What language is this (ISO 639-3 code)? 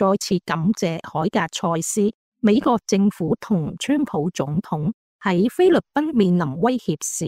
yue